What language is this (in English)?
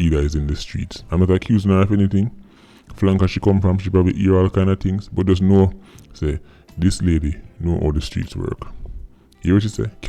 Jamaican Creole English